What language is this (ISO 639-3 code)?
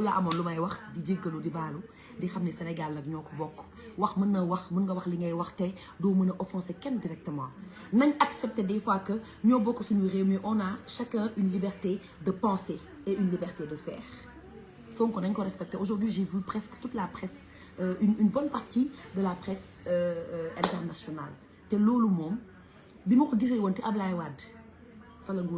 wol